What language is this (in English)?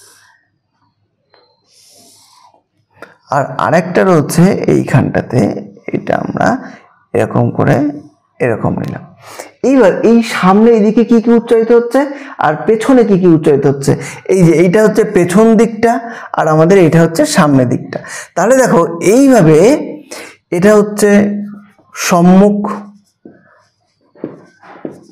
Bangla